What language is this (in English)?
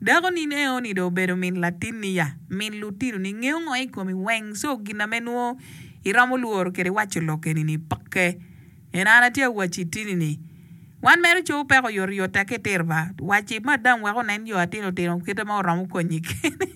Acoli